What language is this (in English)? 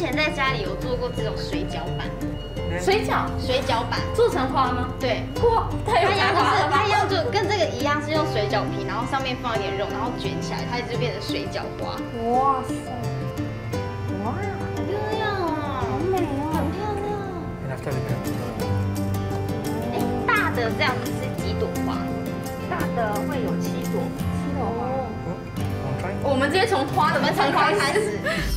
Chinese